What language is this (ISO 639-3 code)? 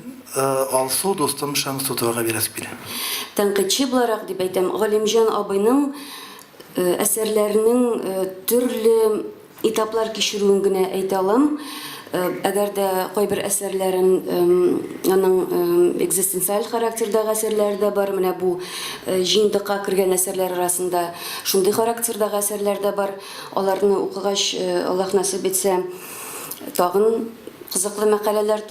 tat